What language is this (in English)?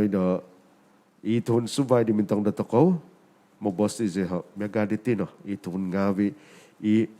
Central Dusun